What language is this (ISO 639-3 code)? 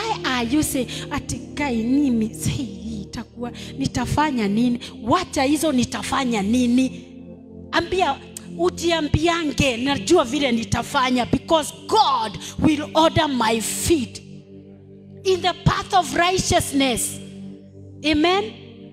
swa